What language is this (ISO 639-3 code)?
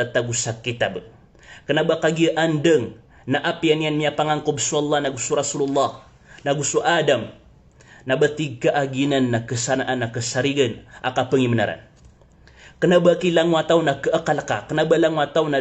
mrw